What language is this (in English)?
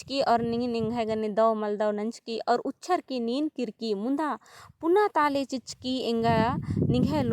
Kurukh